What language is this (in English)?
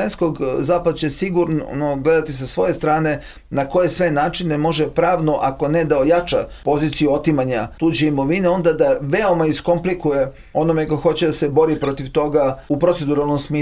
Serbian